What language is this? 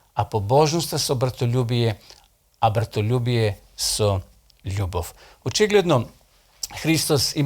Macedonian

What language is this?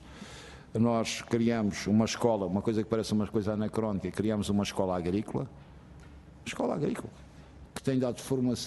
Portuguese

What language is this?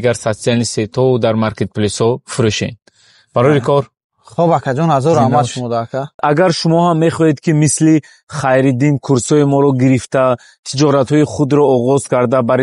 Tajik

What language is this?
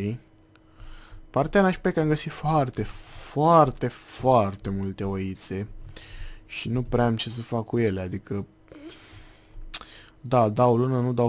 Romanian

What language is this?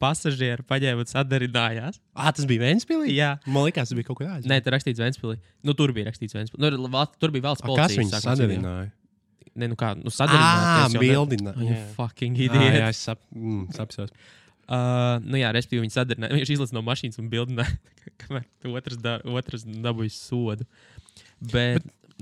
Latvian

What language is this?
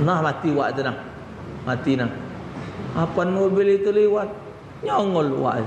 Musi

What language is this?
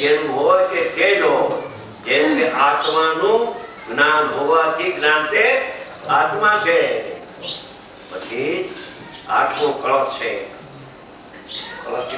Gujarati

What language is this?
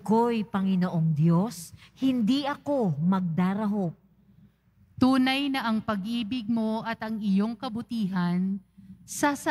Filipino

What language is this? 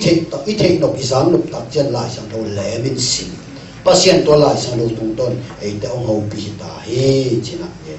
Tedim Chin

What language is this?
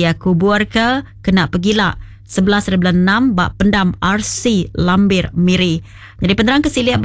Iban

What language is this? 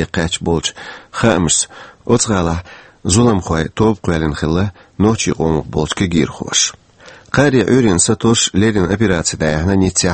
Chechen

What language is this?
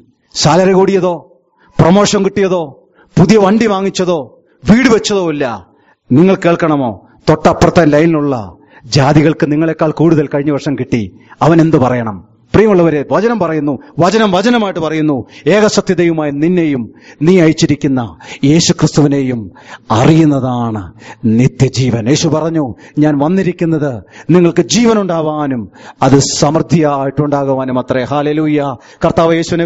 Malayalam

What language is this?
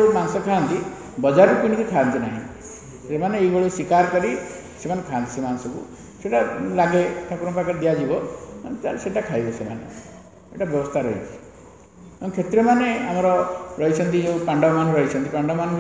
Odia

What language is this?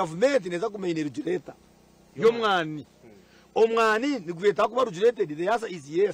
Nyankole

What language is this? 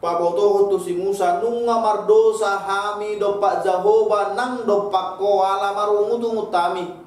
Batak Toba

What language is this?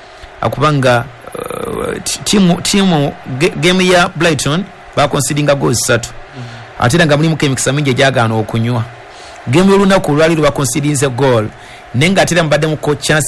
Ganda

